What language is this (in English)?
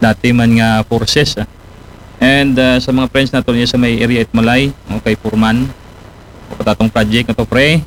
Aklanon